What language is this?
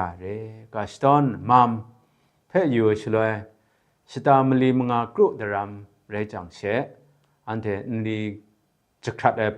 Kachin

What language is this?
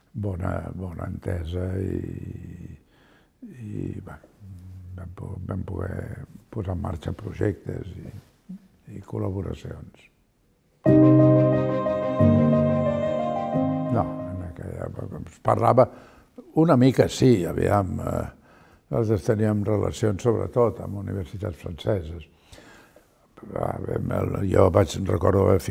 Catalan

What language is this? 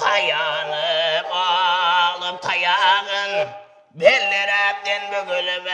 Kara-Kalpak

